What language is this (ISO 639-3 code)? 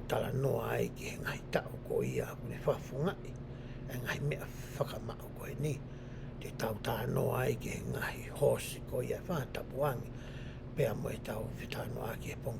ton